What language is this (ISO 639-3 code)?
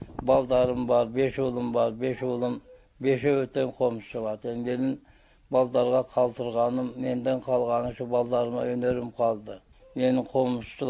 kir